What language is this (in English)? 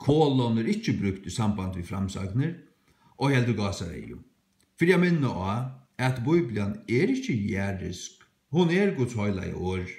Faroese